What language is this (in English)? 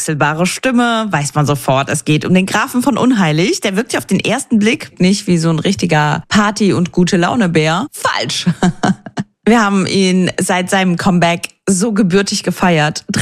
German